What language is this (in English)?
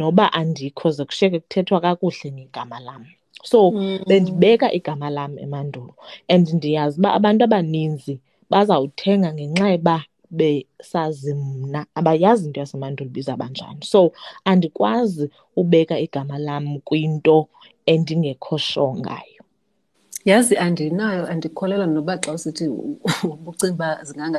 Xhosa